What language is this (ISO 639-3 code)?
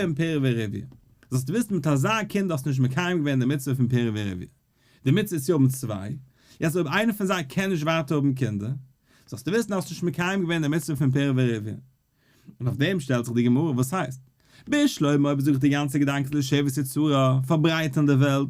yid